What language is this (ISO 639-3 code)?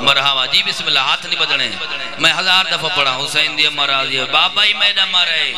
skr